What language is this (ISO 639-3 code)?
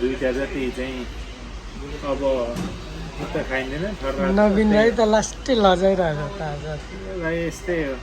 nep